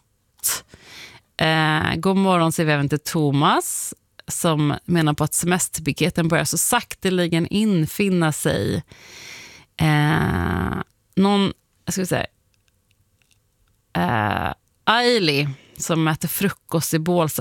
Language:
Swedish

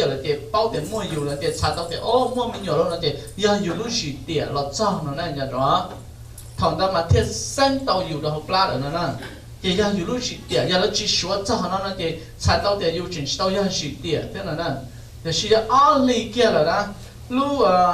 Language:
Hmong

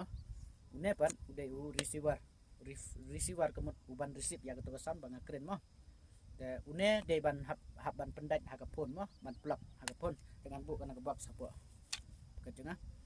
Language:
Khasi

